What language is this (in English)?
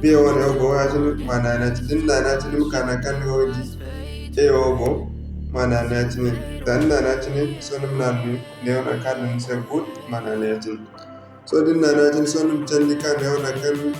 Zarma